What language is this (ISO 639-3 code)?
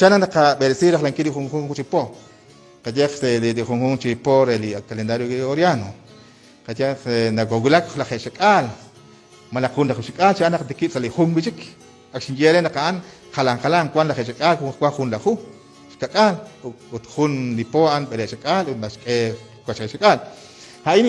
kek